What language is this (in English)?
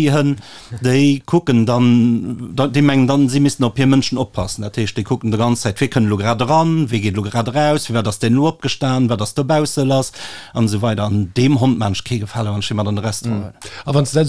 Luxembourgish